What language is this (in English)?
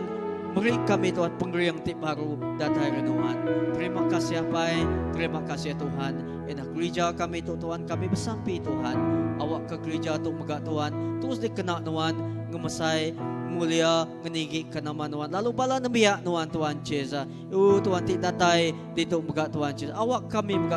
Iban